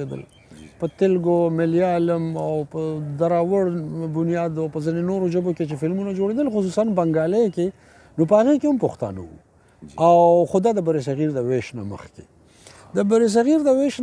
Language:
Pashto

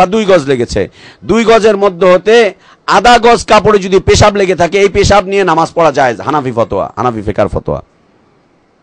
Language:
Bangla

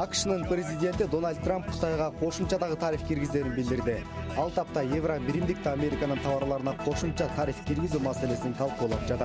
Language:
Kyrgyz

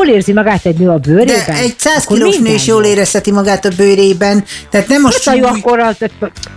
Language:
Hungarian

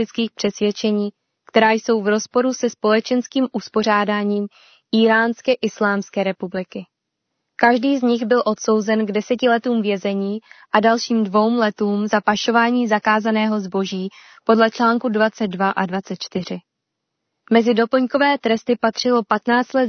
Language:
Czech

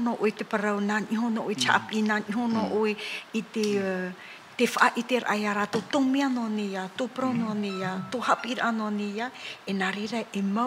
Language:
Tahitian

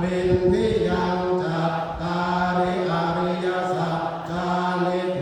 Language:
Pali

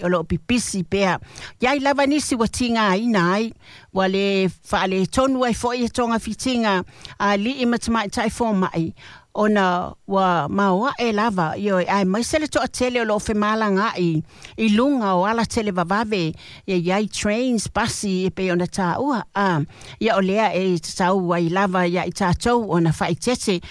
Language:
Samoan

